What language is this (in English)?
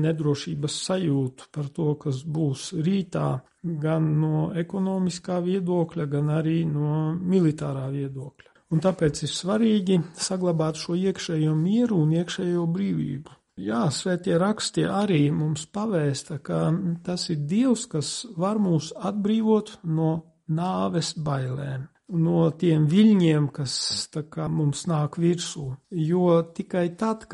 Latvian